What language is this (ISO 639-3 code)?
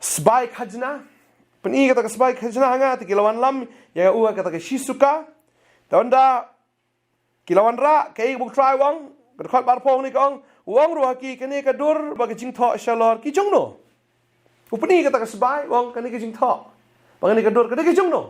kha